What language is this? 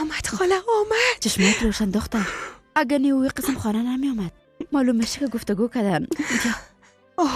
Persian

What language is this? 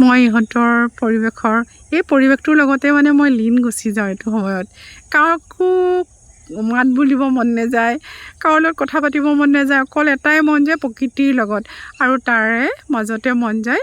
Assamese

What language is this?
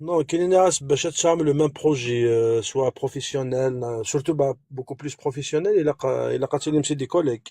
Kabyle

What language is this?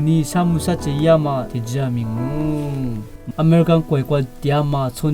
Lisu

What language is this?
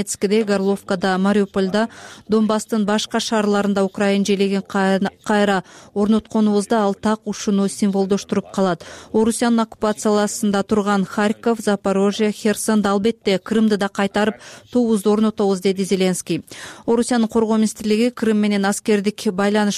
Kyrgyz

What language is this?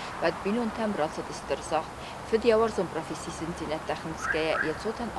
Ossetic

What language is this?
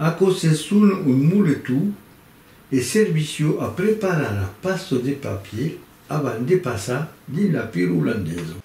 Occitan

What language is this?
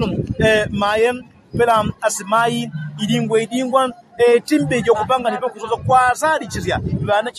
Yao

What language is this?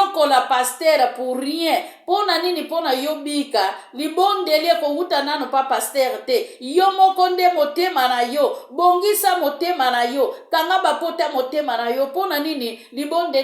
Lingala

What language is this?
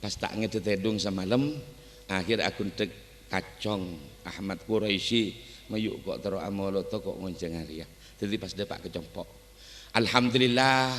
Madurese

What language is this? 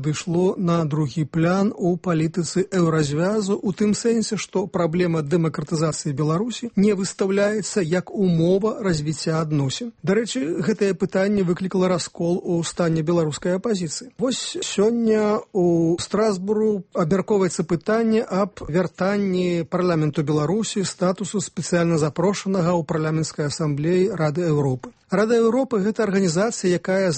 Belarusian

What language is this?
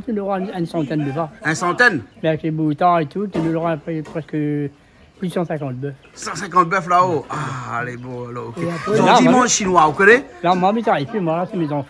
Réunion Creole French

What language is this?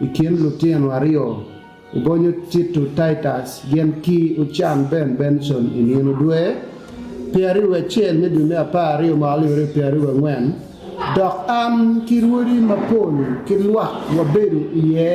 Acoli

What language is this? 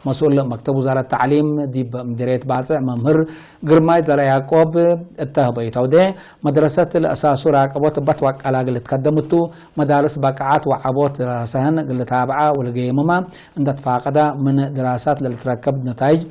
Tigre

